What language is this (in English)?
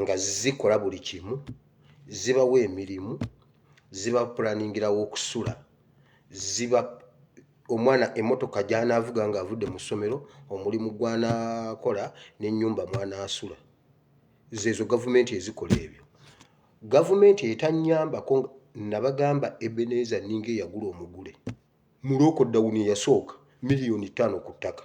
Ganda